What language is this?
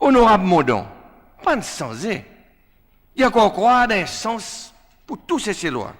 Seselwa Creole French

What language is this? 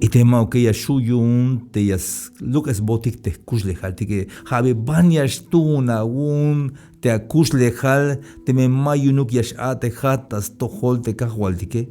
Tzeltal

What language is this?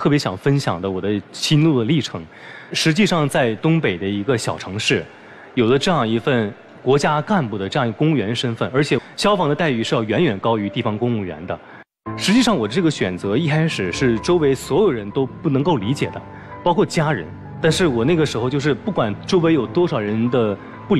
Chinese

